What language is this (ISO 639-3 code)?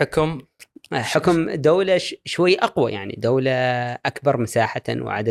afb